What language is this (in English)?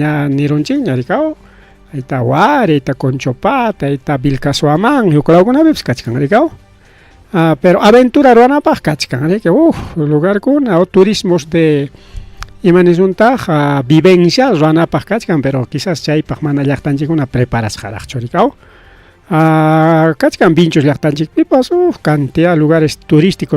Ayacucho Quechua